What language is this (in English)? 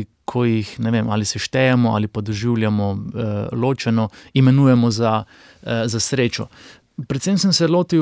Slovenian